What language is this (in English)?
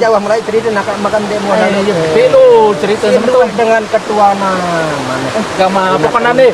Sasak